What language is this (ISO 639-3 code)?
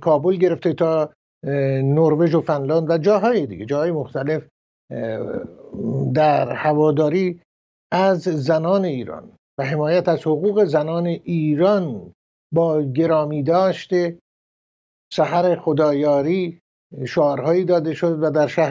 fas